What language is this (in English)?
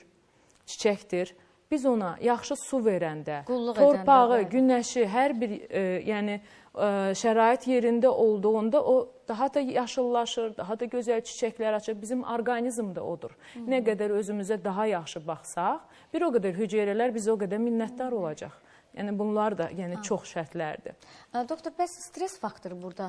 Azerbaijani